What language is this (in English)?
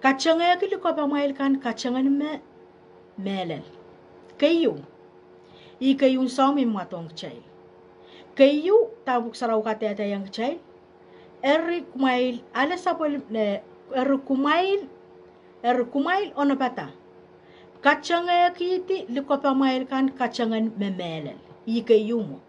Pohnpeian